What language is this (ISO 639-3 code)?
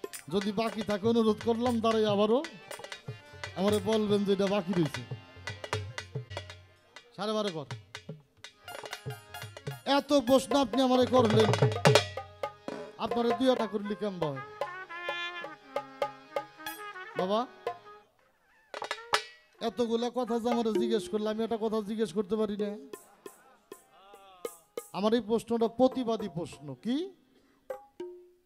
ben